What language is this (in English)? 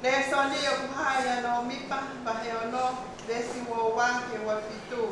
Tongan